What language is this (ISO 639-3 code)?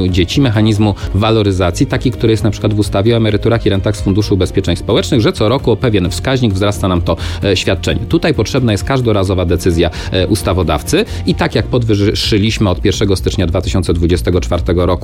pol